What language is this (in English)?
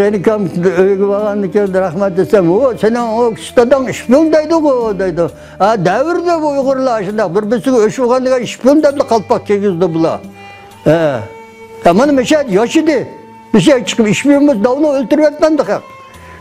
Uyghur